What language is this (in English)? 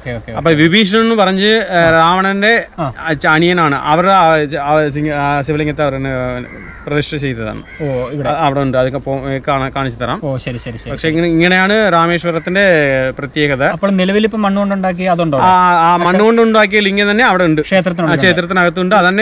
Malayalam